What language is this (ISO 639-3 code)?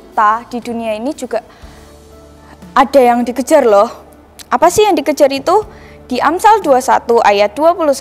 ind